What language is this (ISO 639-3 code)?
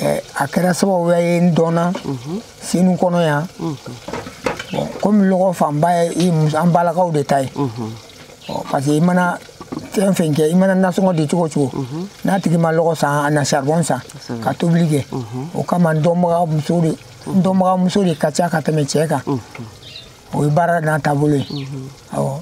bam